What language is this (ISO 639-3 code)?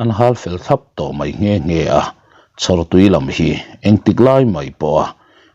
lus